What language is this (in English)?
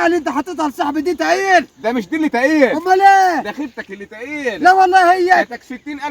Egyptian Arabic